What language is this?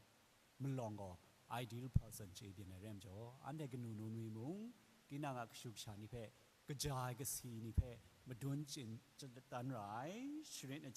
Kachin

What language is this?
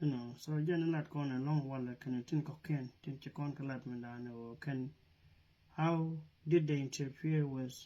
Nuer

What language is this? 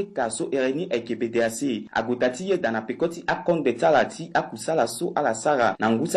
Sango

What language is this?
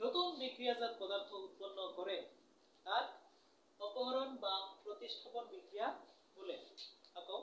Assamese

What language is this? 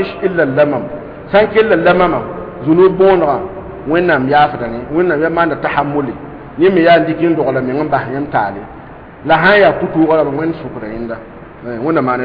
Mossi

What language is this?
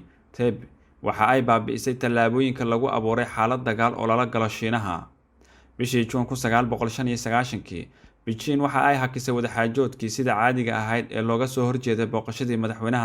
Somali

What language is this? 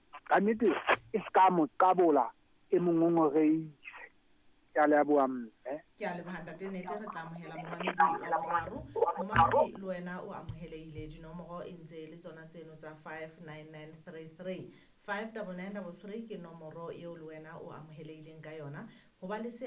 Southern Sotho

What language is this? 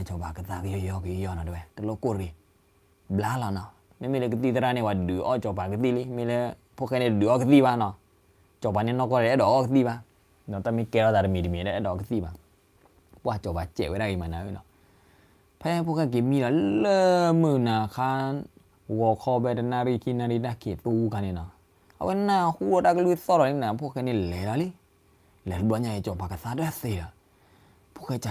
S'gaw Karen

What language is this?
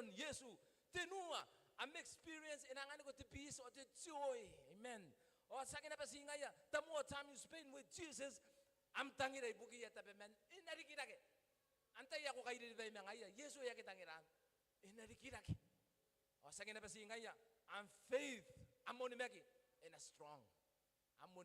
Gilbertese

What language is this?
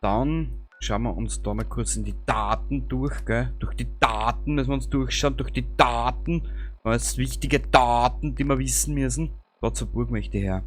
Bavarian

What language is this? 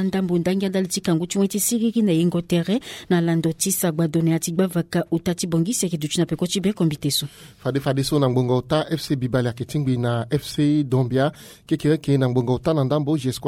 Sango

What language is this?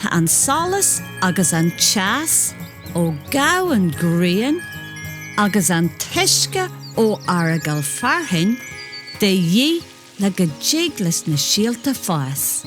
Irish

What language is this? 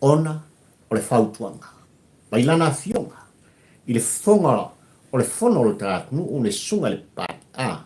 Samoan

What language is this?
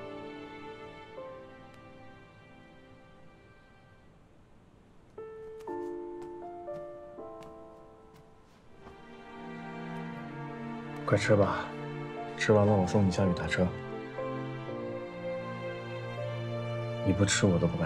Chinese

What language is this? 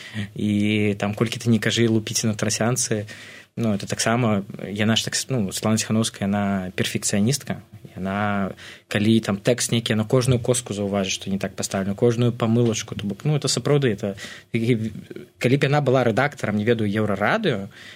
Belarusian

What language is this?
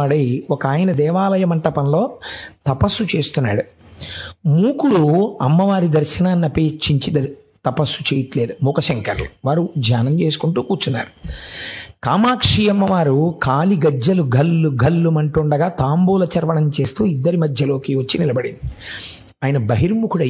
Telugu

